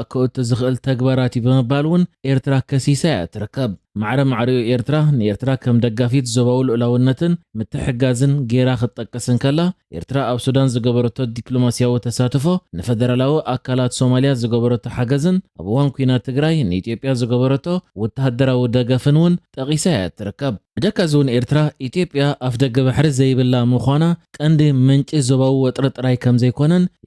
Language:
Tigrinya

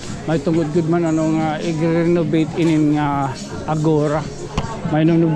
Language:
Waray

